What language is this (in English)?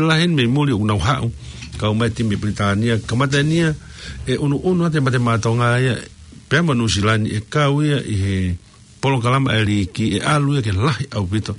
Tongan